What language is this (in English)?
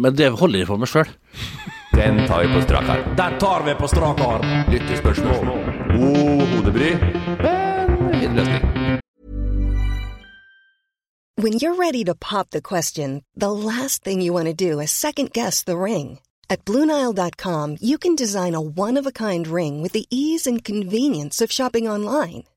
Norwegian